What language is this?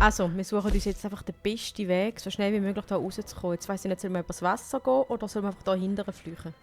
Swiss German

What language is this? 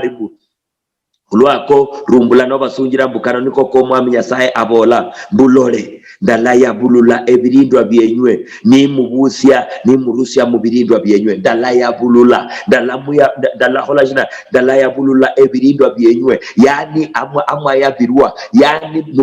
Luyia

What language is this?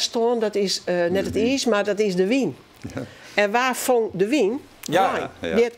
Western Frisian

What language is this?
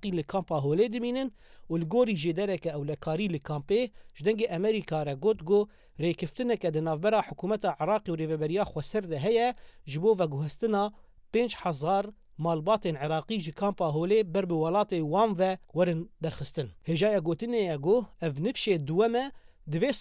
Kurdish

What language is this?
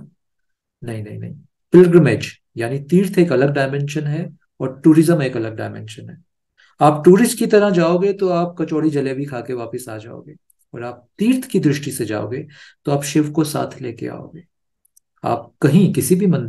Hindi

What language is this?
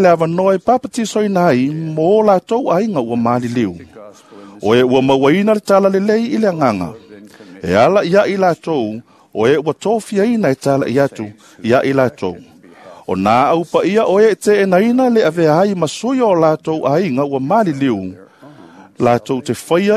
Samoan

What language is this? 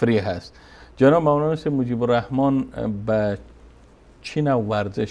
Persian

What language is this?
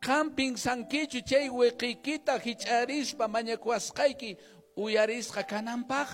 Quechua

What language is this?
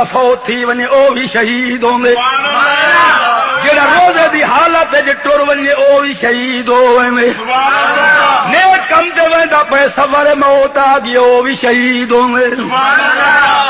Saraiki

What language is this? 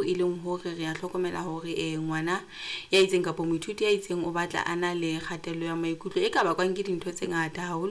Southern Sotho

